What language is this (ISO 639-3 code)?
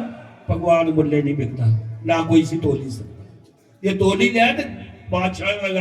doi